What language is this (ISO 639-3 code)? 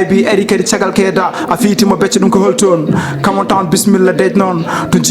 ful